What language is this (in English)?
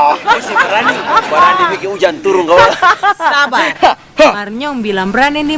Ambonese Malay